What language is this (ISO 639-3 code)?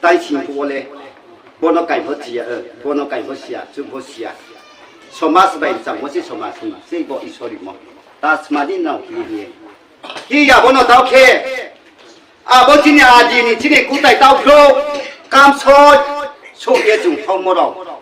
ria